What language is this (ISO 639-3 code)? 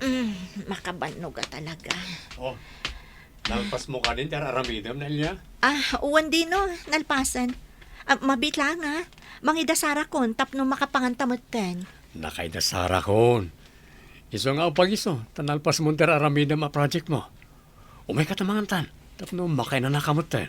ilo